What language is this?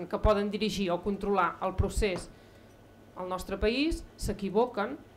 Catalan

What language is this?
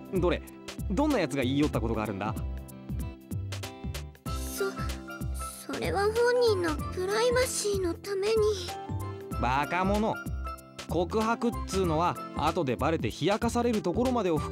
Japanese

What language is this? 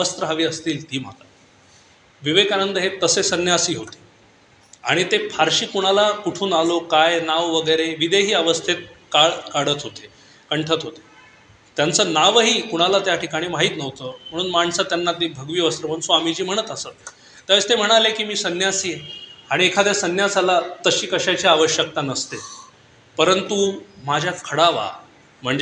Marathi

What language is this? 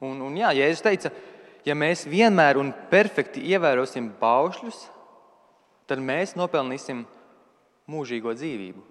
Latvian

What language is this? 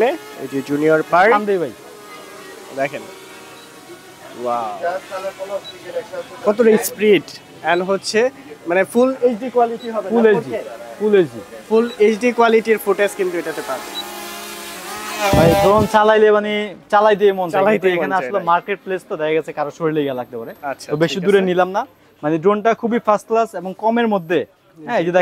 Bangla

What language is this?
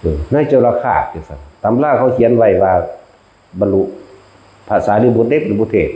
Northeastern Thai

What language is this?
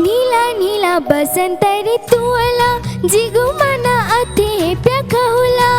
Newari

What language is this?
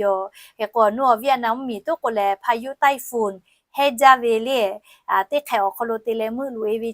Lahu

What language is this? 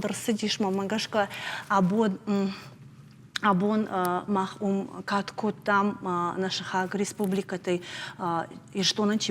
Ossetic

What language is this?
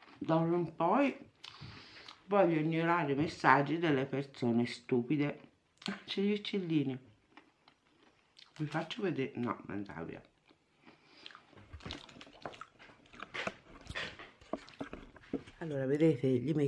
Italian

